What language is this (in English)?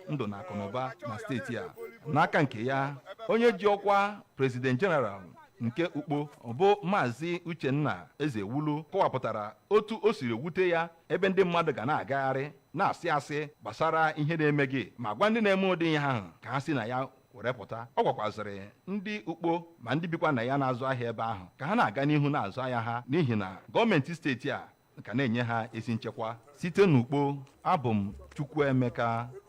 Igbo